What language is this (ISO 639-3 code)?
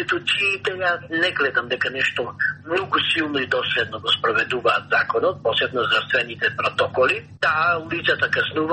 mkd